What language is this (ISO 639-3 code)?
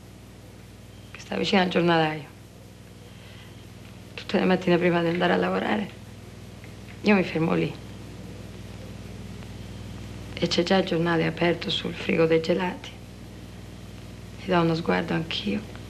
ita